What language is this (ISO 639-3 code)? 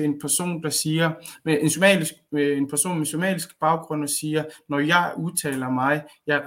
dan